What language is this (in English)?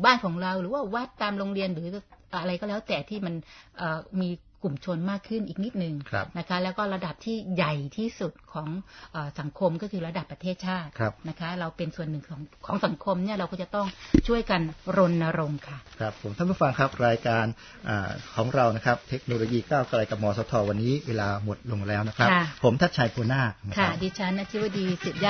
Thai